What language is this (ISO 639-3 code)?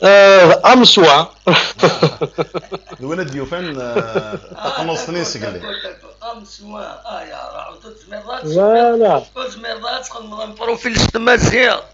kab